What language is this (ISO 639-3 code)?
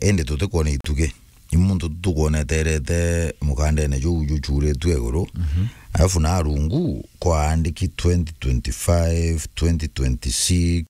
mer